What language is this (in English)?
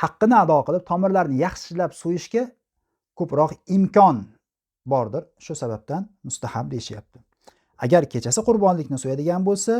Uzbek